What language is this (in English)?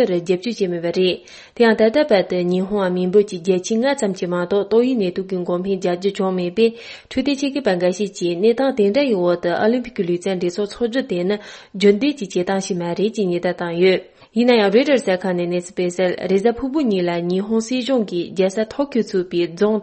Tibetan